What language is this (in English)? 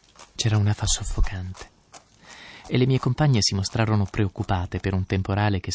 Italian